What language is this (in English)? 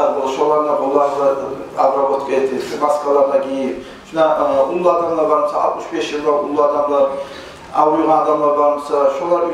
Kumyk